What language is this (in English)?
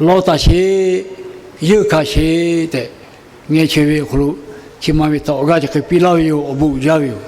Lahu